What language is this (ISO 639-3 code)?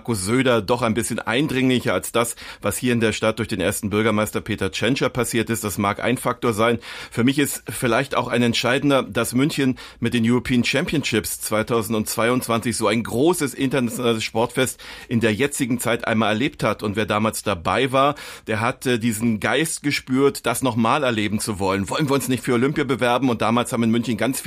deu